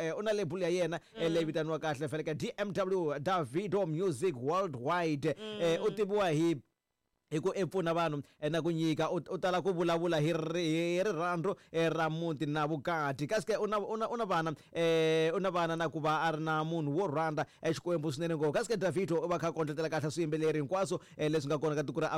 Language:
Tsonga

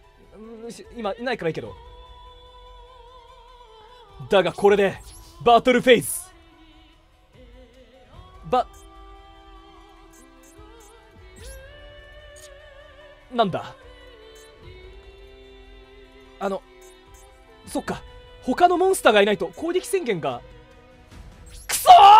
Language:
Japanese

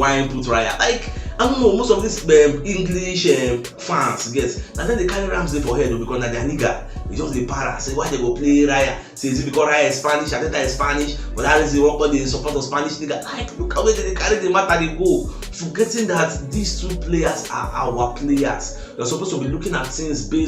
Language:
Nigerian Pidgin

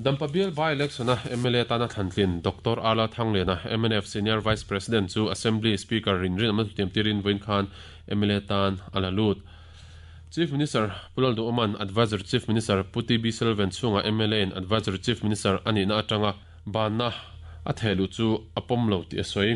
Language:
Mizo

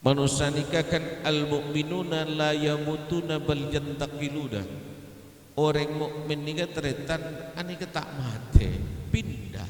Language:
Madurese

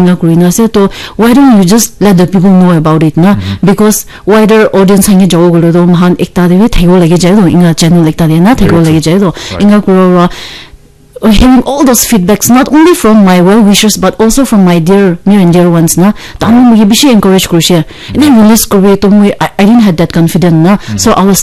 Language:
Naga Pidgin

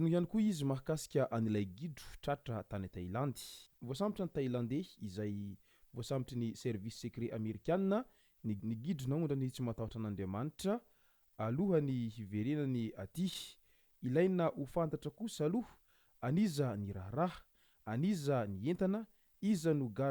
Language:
Malagasy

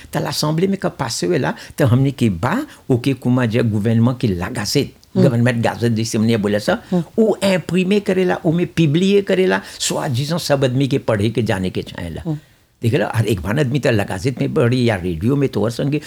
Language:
Bhojpuri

